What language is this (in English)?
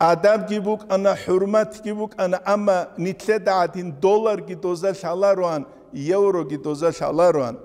Avaric